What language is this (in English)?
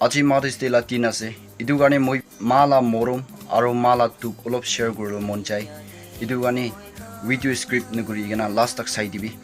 Naga Pidgin